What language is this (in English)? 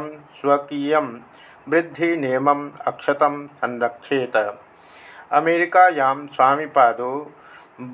Sanskrit